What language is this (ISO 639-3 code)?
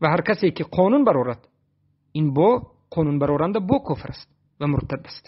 tgk